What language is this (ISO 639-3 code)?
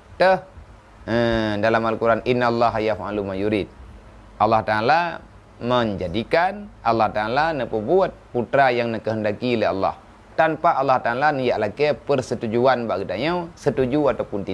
ace